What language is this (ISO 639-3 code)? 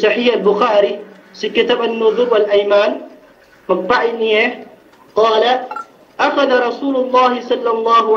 yka